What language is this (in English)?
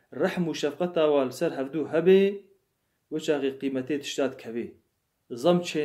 Kurdish